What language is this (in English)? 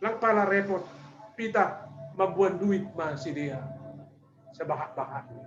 Batak Simalungun